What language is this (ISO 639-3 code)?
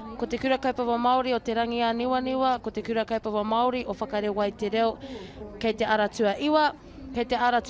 mri